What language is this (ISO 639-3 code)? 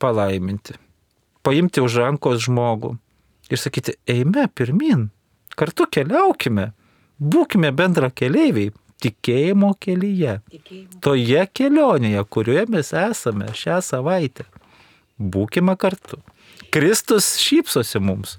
lit